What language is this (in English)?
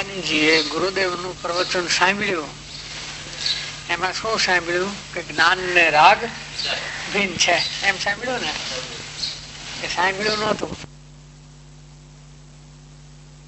Gujarati